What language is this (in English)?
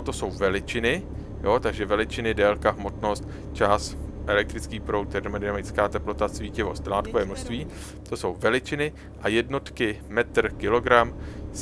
Czech